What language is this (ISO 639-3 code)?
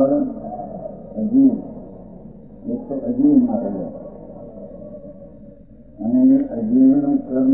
guj